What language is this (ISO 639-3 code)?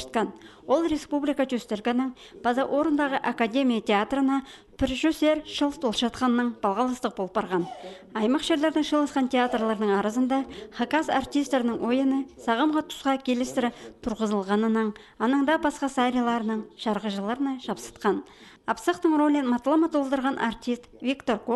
kjh